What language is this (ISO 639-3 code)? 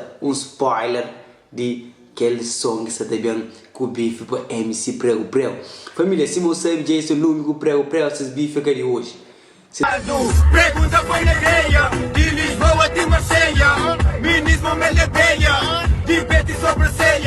kea